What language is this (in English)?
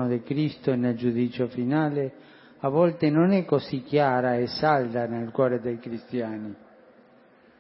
Italian